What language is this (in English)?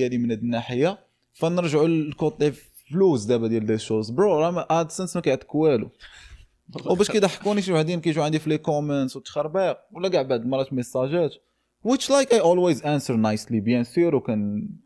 Moroccan Arabic